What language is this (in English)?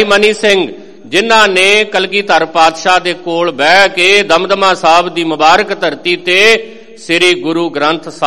Punjabi